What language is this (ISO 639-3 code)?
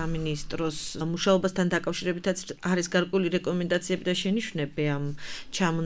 kat